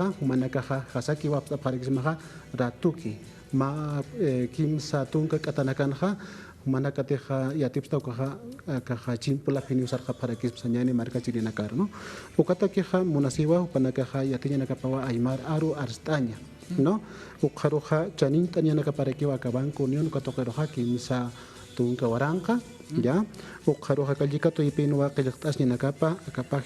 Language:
Aymara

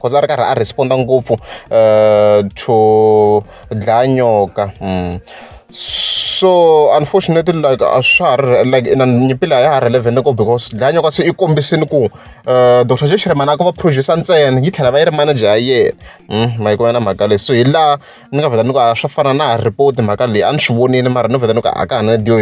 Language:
Tsonga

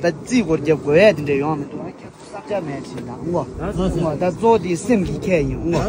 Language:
Tibetan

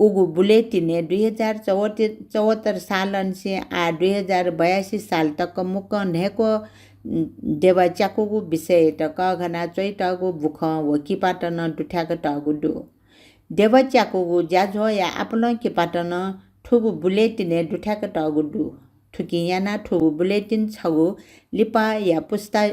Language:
Newari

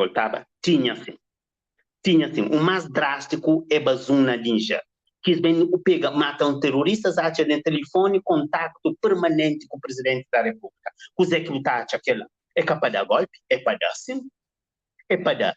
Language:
Kabuverdianu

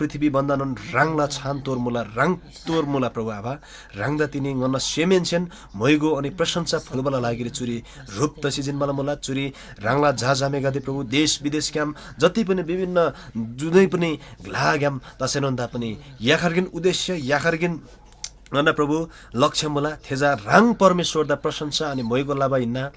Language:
Eastern Tamang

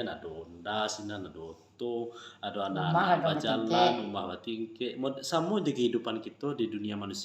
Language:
Minangkabau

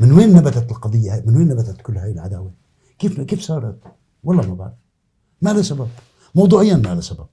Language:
North Levantine Arabic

